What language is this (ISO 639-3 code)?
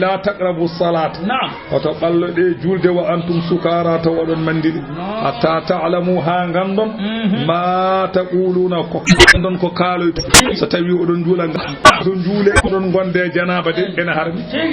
ful